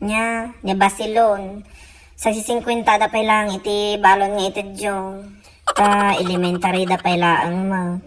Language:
Iloko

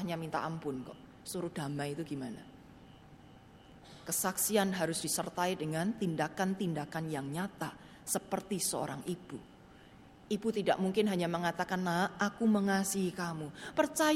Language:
Indonesian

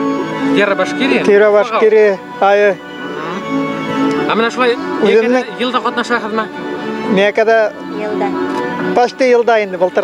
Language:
Bashkir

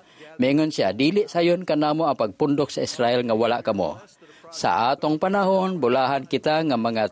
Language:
Cebuano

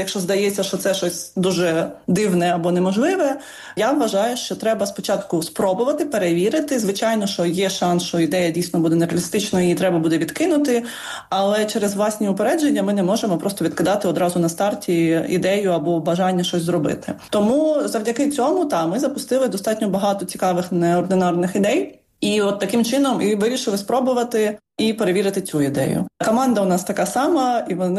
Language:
Ukrainian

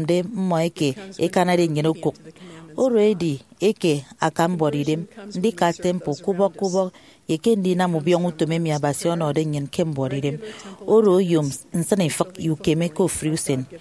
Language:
Efik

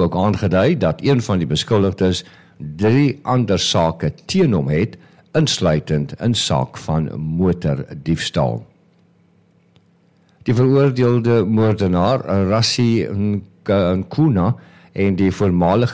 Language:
Afrikaans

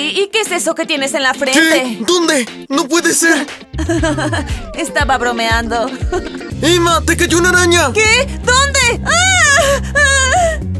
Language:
Spanish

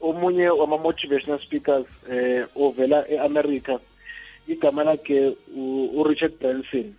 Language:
South Ndebele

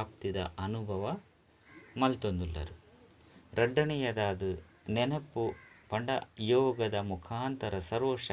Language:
Tulu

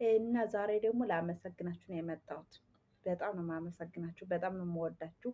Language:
Amharic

